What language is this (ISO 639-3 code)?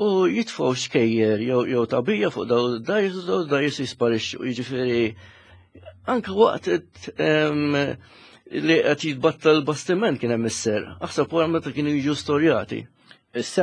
mlt